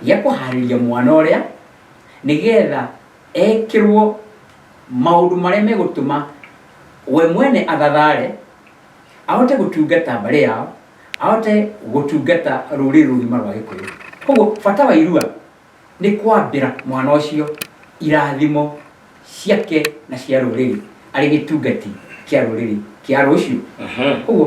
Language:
Kikuyu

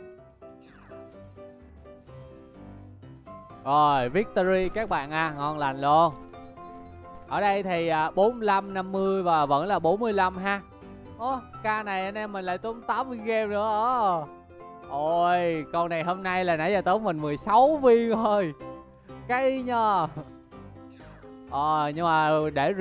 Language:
Vietnamese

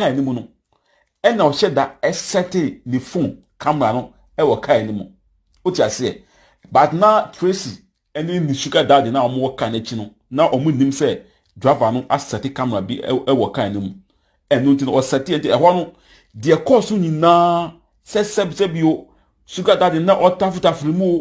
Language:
Akan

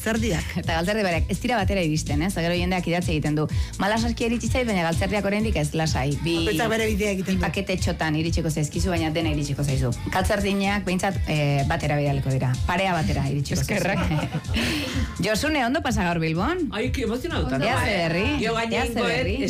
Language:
Basque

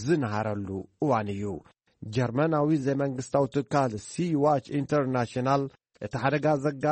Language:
Tigrinya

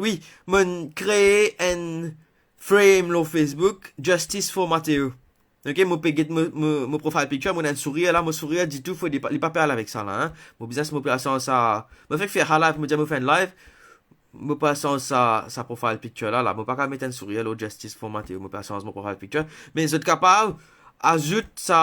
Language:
Morisyen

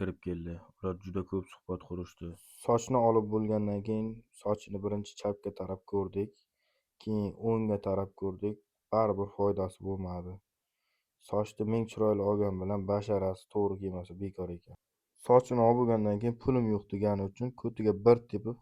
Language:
Uzbek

